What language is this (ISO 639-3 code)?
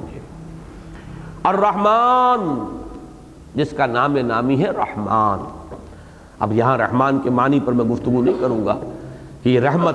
urd